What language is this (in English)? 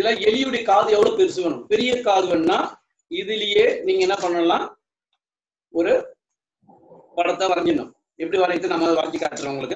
Tamil